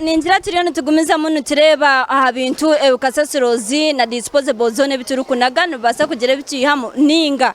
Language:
Nyankole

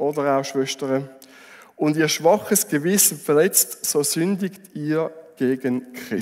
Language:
Swiss German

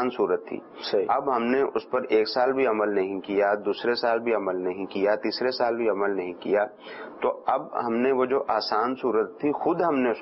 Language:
Urdu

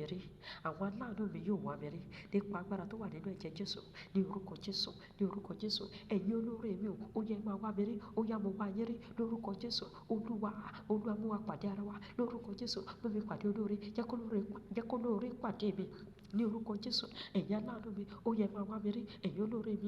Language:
Yoruba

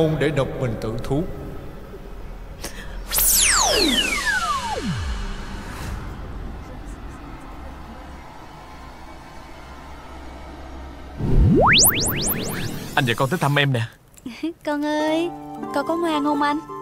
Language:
Vietnamese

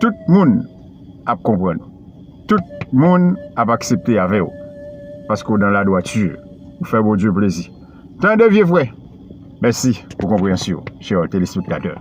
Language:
Haitian Creole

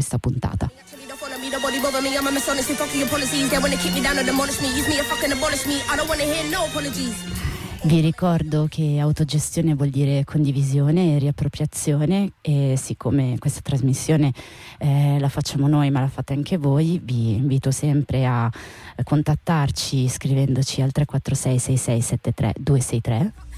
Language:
Italian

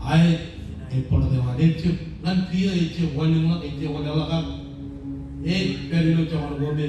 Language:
Marshallese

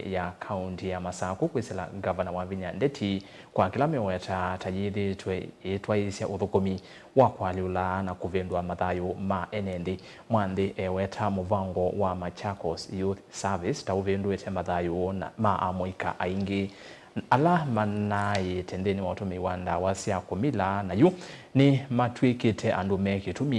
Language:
Kamba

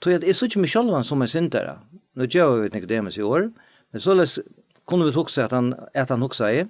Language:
Faroese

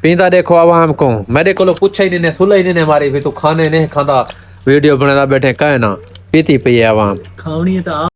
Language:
Saraiki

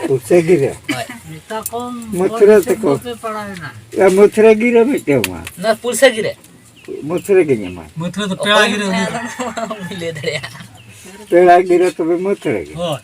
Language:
Santali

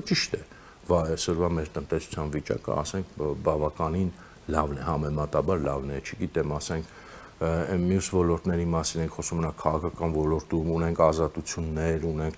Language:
Armenian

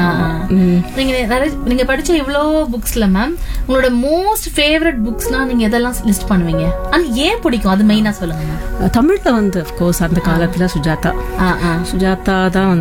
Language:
Tamil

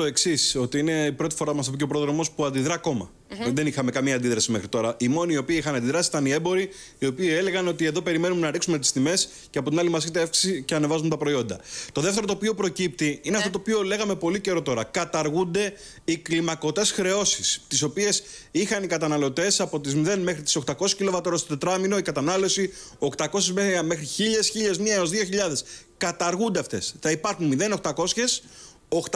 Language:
Greek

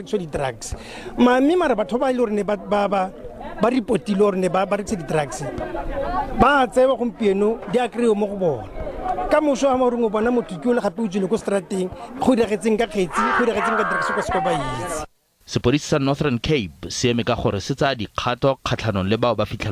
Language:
Tswana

